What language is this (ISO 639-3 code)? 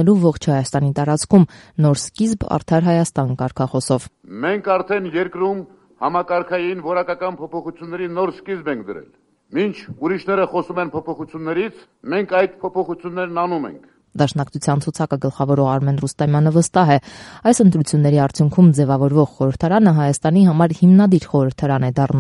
hye